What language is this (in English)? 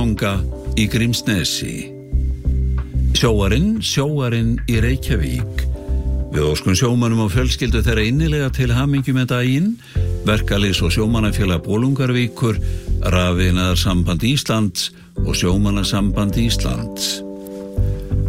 Icelandic